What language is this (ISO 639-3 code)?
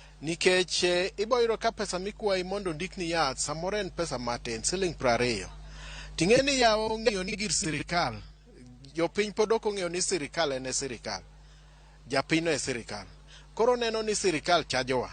luo